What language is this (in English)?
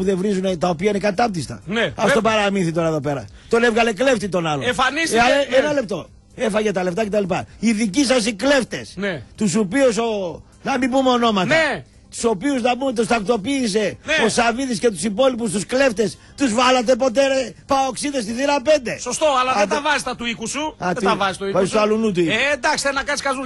Greek